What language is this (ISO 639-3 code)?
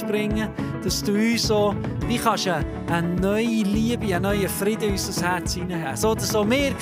gsw